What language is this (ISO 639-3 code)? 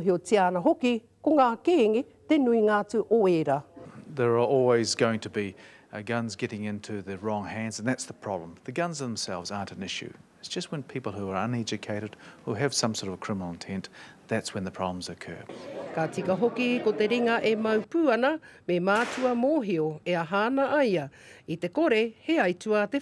mri